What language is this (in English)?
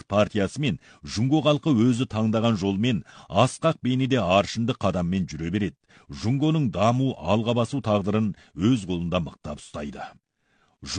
Kazakh